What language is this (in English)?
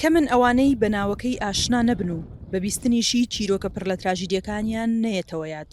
Central Kurdish